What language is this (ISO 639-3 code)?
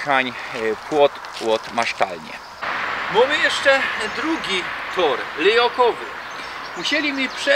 szl